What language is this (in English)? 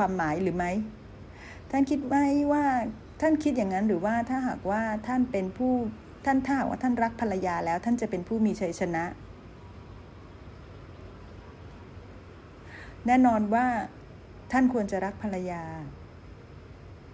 Thai